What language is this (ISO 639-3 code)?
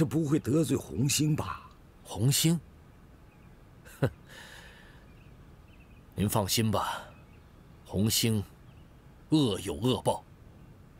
zho